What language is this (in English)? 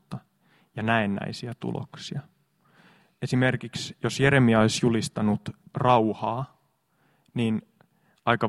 Finnish